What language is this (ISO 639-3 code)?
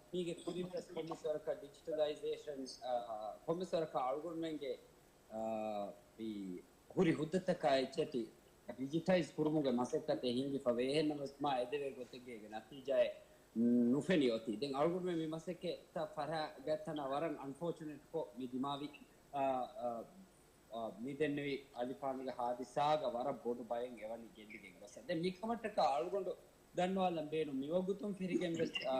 div